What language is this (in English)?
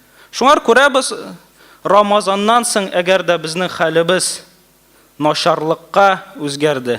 Tatar